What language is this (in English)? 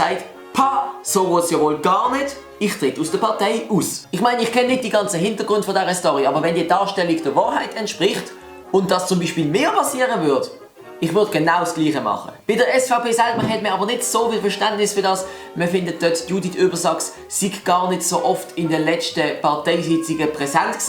Swiss German